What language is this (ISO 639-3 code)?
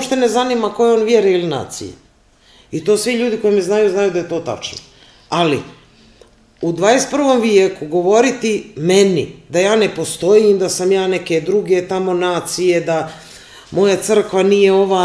srp